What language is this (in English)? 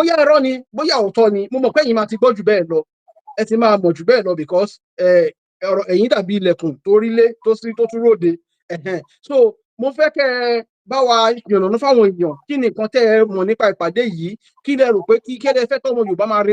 Yoruba